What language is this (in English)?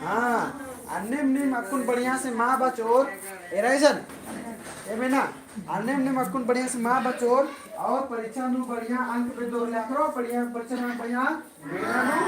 Kurukh